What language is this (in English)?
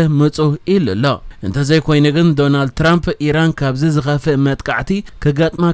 Tigrinya